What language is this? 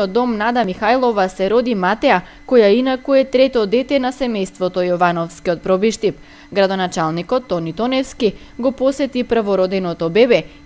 Macedonian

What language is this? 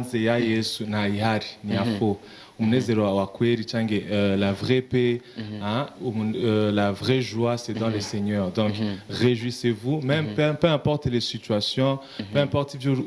Rundi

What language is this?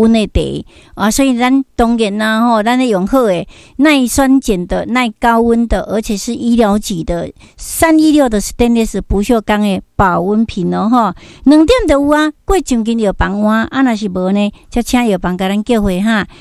Min Nan Chinese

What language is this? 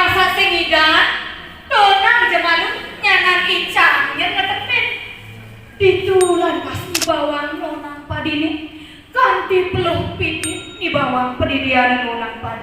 Balinese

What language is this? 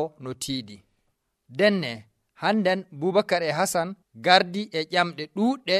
Nigerian Fulfulde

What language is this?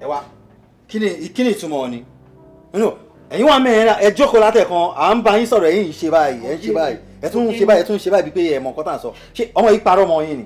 Yoruba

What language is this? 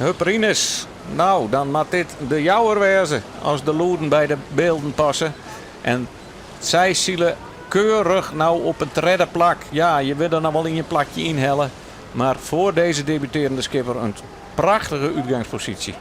Western Frisian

